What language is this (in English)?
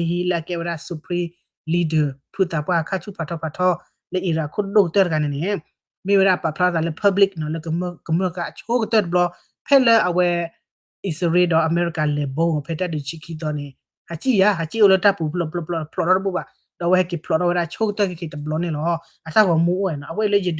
S'gaw Karen